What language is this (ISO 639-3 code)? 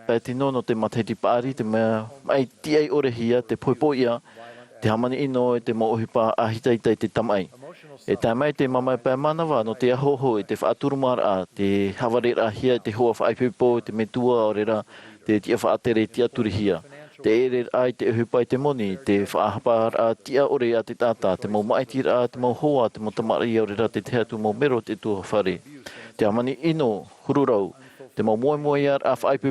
tah